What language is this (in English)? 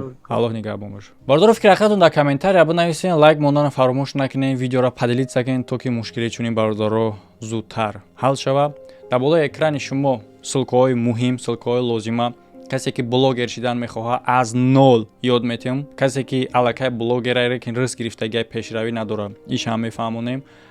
Tajik